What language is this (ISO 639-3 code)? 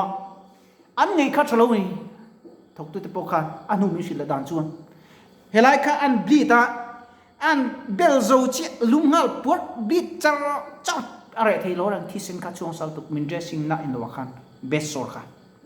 lus